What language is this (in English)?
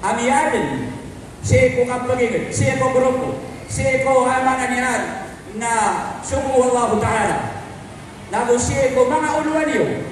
Maranao